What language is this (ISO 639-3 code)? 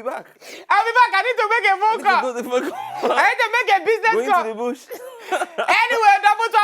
pcm